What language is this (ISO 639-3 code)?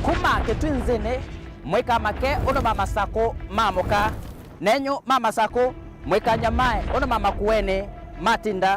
kam